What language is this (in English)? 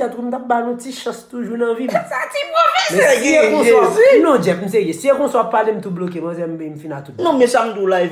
Haitian Creole